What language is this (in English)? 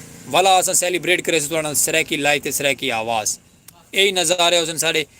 Saraiki